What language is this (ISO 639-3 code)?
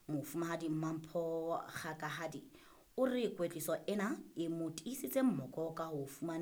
sot